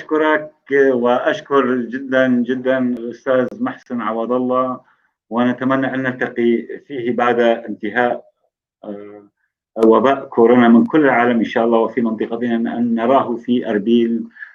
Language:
North Levantine Arabic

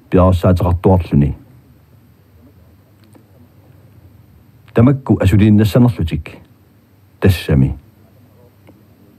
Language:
Kalaallisut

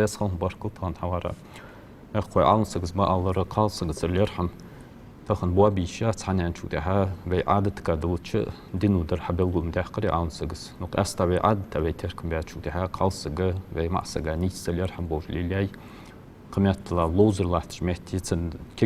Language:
Ingush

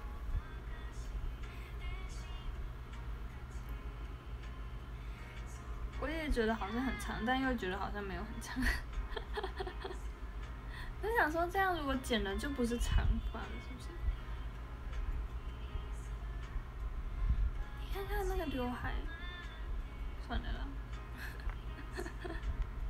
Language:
Chinese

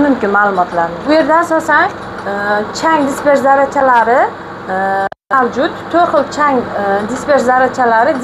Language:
Uzbek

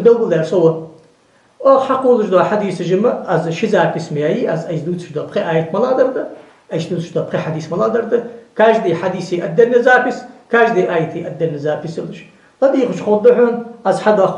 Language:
Ingush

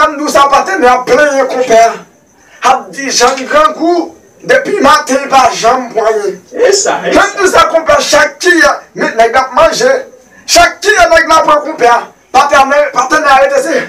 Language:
Haitian Creole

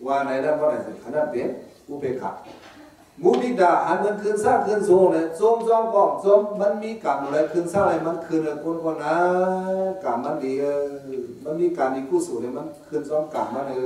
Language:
Shan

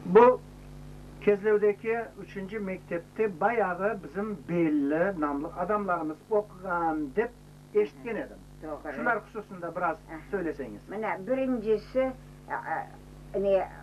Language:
Crimean Tatar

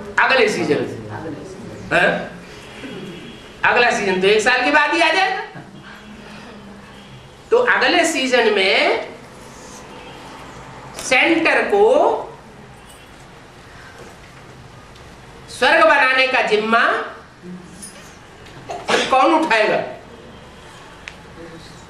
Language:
Hindi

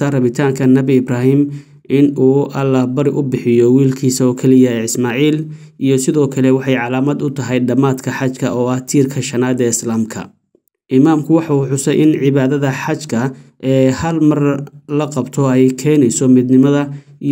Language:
Somali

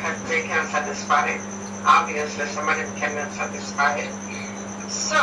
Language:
Jamaican Creole English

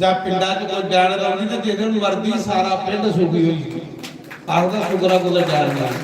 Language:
Dogri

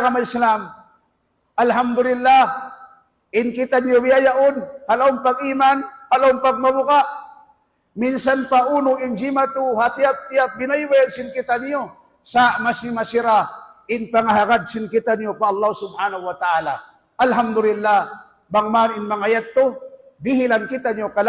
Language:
Tausug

